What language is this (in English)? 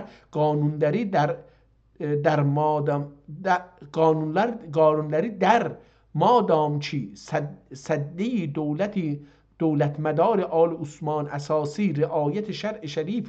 South Azerbaijani